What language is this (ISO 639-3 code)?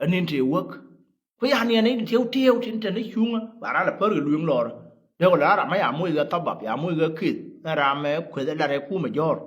nus